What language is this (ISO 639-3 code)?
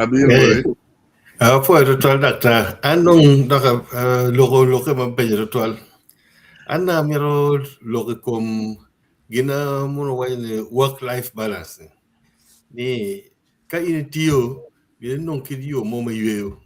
ach